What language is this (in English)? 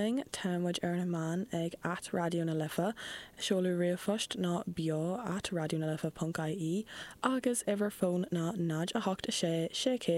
Irish